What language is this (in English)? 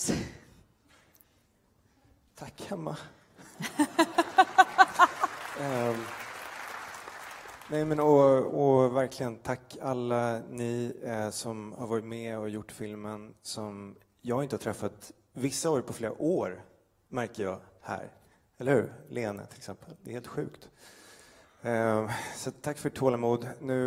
Swedish